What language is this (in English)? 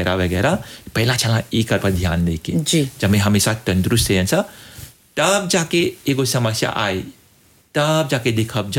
Bhojpuri